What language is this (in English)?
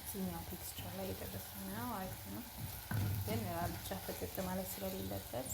Amharic